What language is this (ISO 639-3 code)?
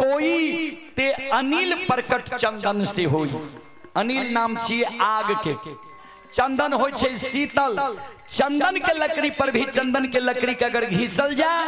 mai